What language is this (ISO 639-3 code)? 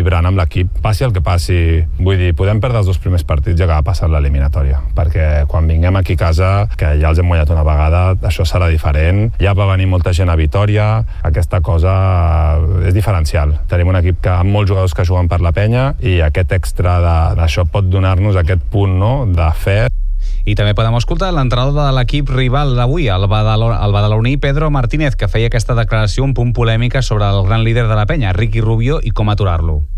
cat